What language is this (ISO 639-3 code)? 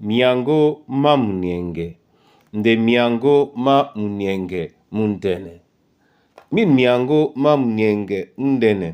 dua